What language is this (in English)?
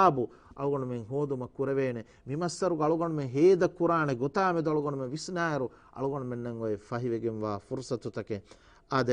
Divehi